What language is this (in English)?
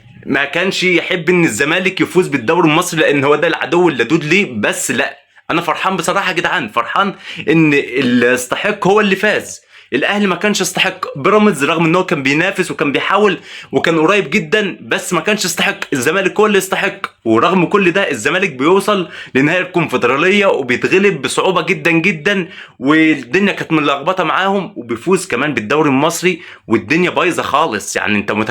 Egyptian Arabic